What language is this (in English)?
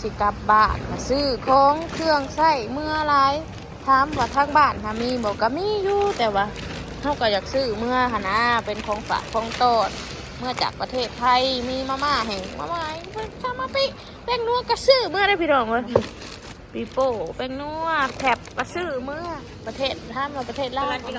Lao